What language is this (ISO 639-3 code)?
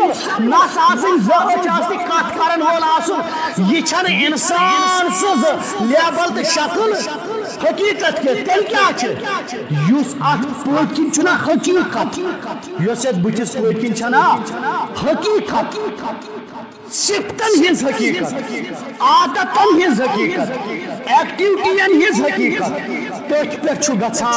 kas